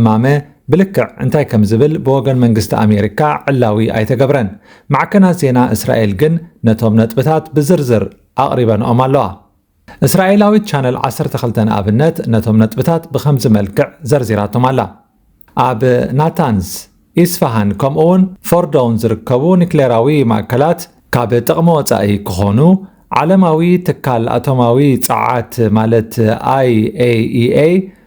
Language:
Tigrinya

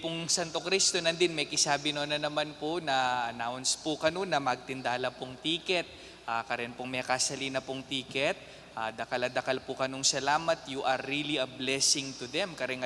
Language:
Pampanga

